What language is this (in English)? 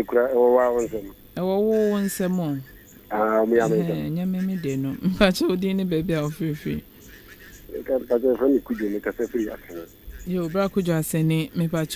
Akan